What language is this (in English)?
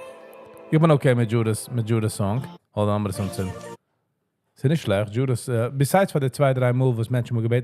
Yiddish